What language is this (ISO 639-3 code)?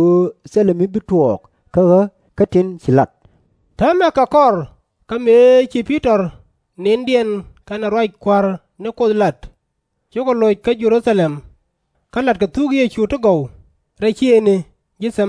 nus